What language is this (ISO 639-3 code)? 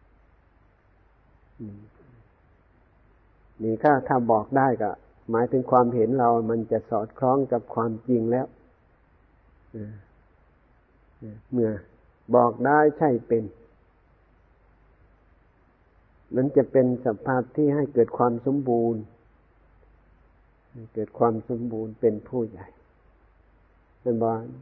tha